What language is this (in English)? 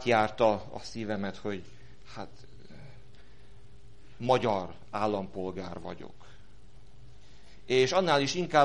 Hungarian